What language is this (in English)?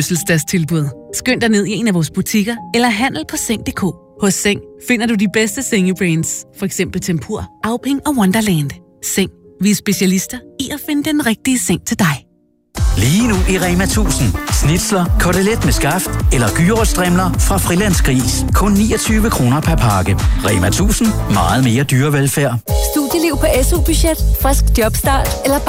Danish